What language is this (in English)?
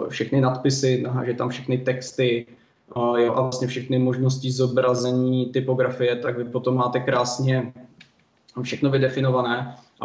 Czech